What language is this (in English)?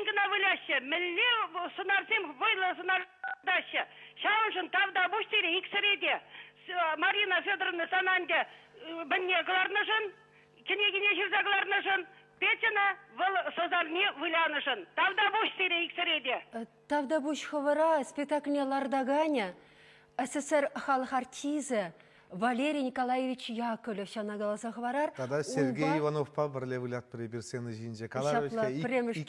Chuvash